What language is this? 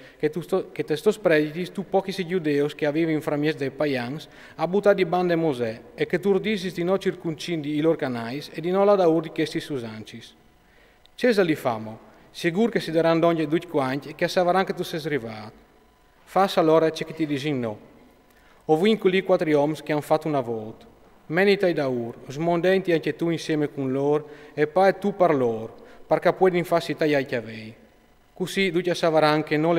Friulian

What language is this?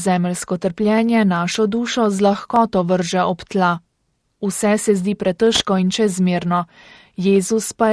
Slovenian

